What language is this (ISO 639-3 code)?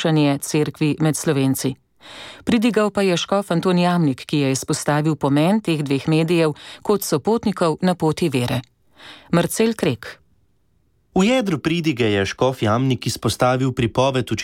slv